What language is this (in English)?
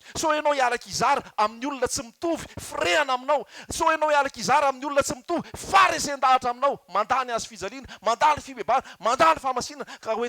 Malagasy